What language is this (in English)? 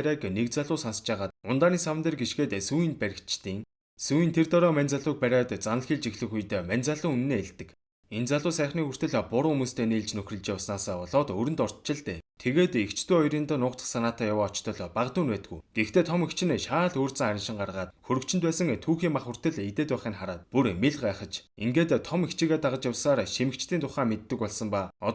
Mongolian